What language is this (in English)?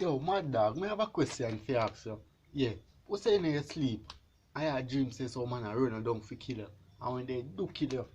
Jamaican Creole English